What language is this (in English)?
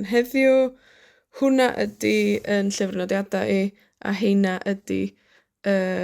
Welsh